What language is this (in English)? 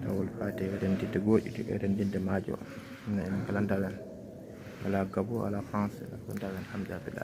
Fula